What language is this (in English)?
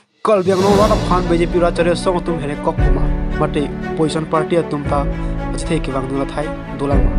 Karbi